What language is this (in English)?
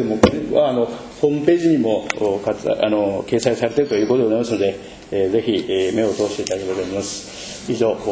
Japanese